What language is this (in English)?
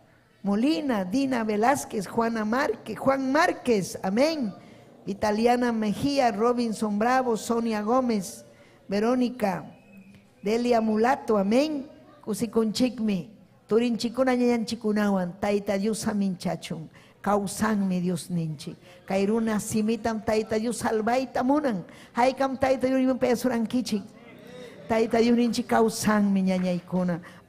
Ayacucho Quechua